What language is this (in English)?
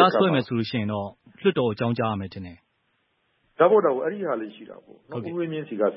Burmese